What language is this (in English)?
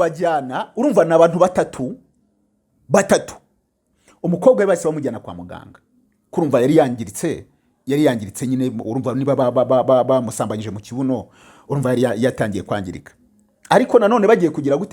Kinyarwanda